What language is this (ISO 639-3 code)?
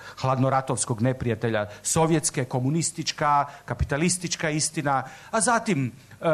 srp